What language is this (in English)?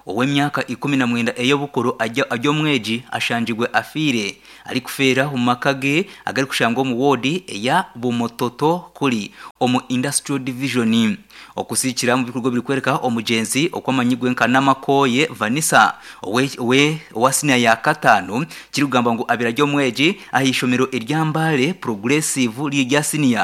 Nyankole